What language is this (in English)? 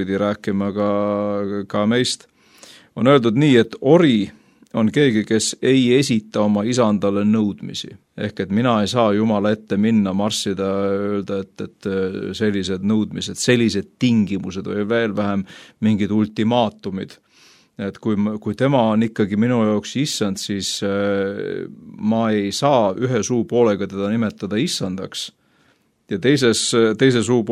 Estonian